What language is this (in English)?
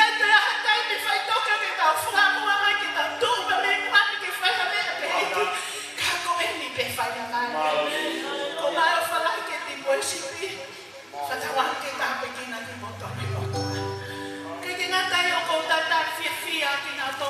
Tongan